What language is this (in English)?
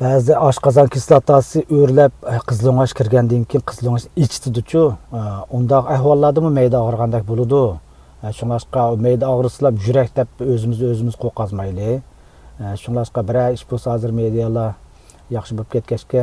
Uyghur